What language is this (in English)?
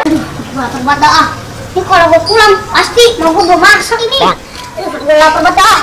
Betawi